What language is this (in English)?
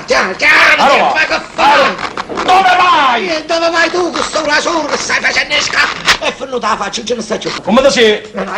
Neapolitan